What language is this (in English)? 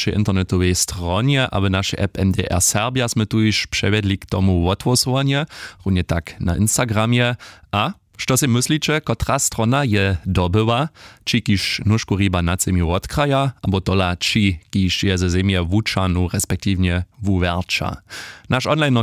Upper Sorbian